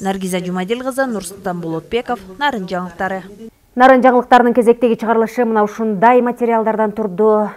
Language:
Kyrgyz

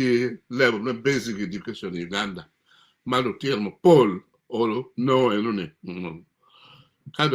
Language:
Acoli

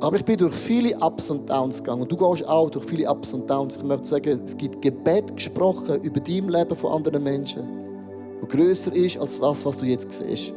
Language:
Swiss German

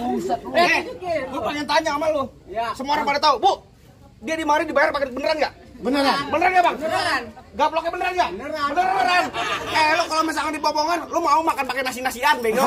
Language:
Betawi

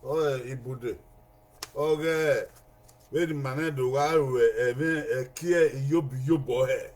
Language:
Bini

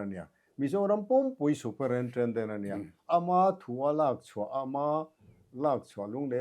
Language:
Mizo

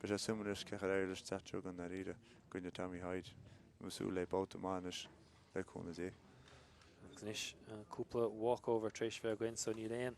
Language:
Irish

